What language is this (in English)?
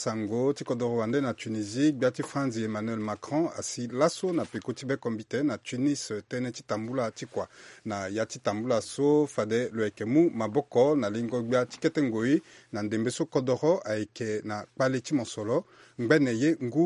Sango